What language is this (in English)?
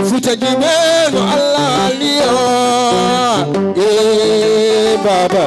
Fula